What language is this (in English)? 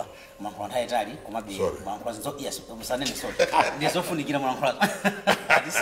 Nyanja